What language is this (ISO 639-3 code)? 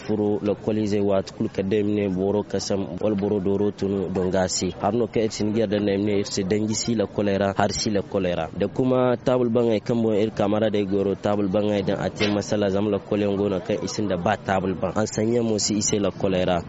dje